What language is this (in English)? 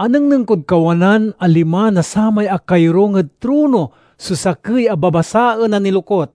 Pangasinan